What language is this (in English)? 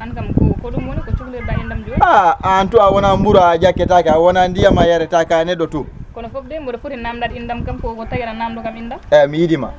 Fula